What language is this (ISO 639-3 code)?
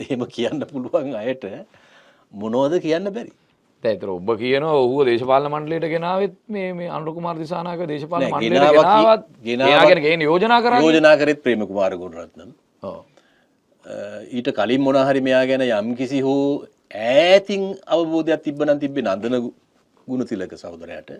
sin